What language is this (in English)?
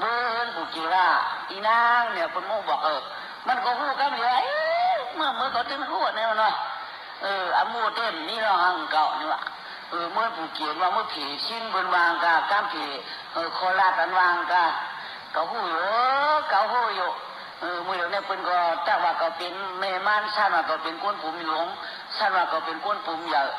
Shan